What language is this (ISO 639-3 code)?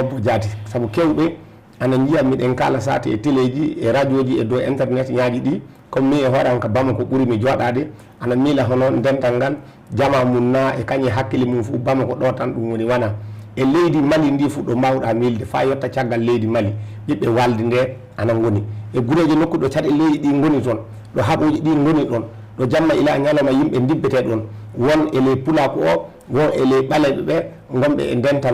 ful